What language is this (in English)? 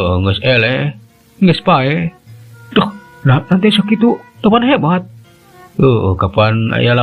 Sundanese